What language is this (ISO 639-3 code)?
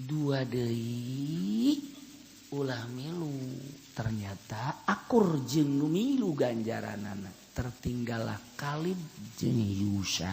sun